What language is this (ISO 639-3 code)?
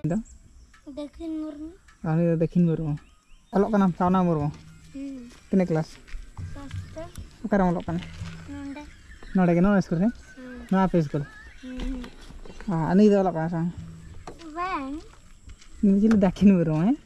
sat